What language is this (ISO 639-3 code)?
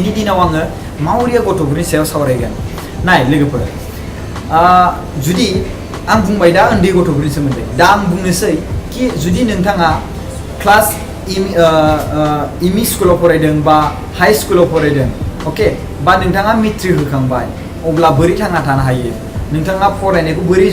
brx